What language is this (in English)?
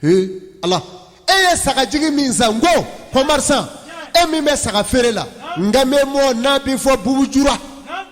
Bambara